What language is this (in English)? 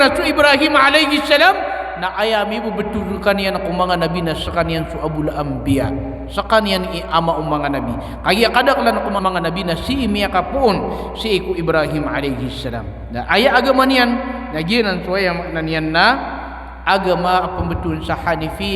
Maranao